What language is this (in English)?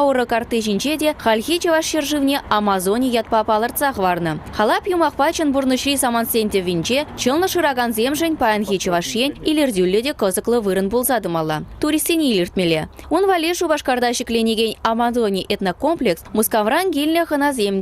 Chuvash